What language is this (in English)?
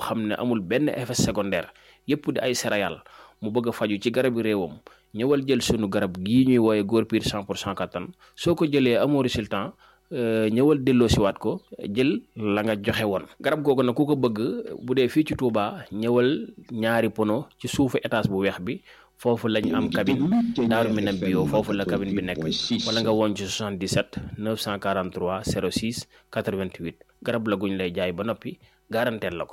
Wolof